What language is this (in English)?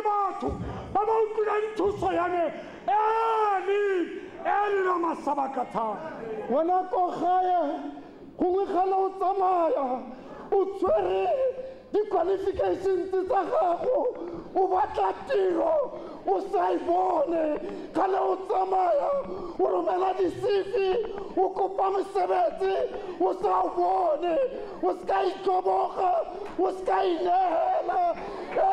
Tswana